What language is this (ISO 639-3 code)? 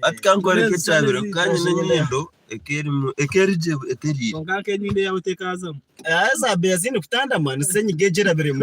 nyn